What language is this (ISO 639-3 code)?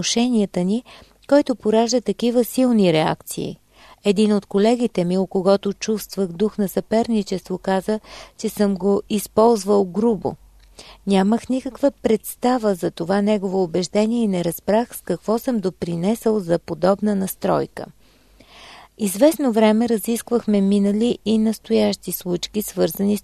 bul